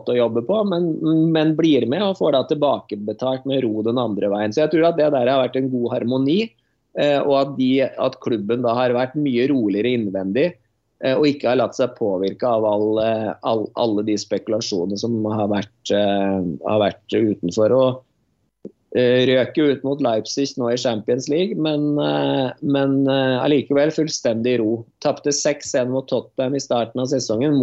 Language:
Norwegian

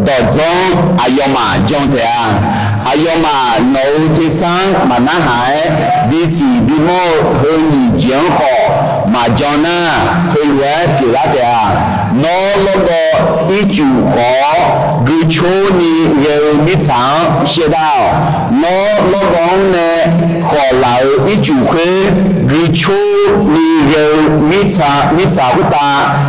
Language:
Akha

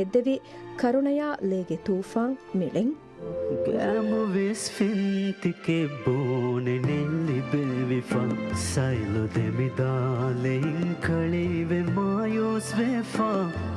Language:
Divehi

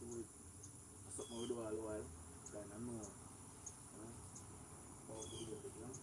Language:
Jamaican Creole English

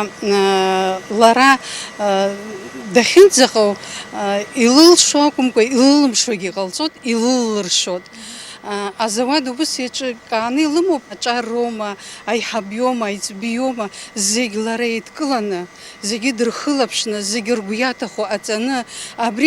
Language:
Abkhazian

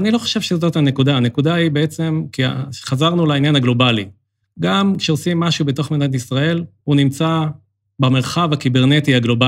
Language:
Hebrew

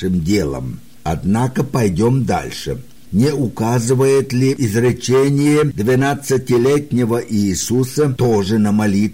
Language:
Russian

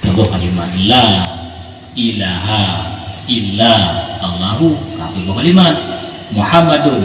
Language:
Achinese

